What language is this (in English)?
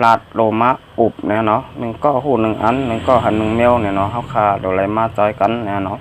Shan